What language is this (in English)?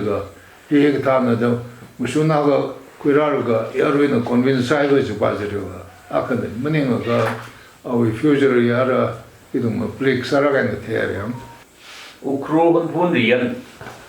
Tangkhul Naga (India)